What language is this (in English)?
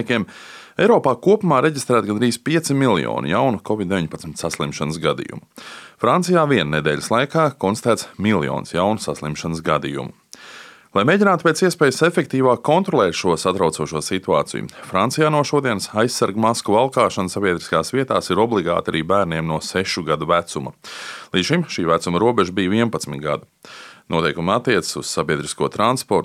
Latvian